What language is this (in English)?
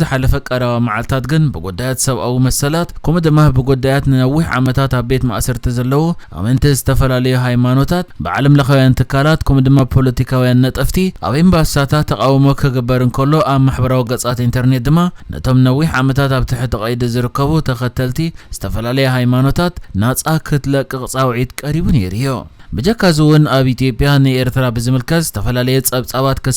Tigrinya